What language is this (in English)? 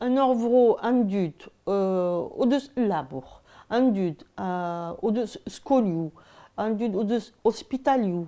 Breton